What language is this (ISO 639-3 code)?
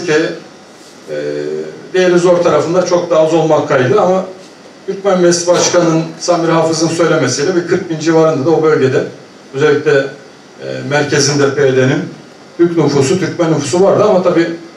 tur